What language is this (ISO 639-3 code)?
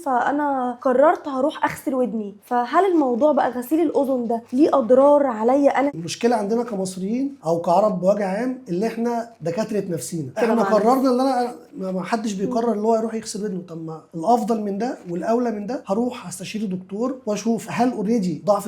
arz